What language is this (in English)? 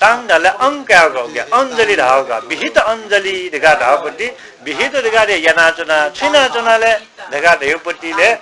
Newari